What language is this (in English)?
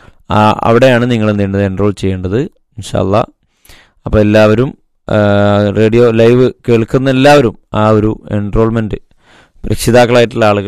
Malayalam